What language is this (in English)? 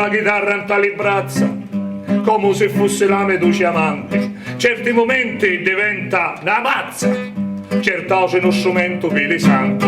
Sicilian